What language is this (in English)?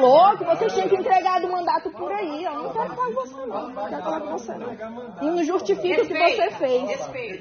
Portuguese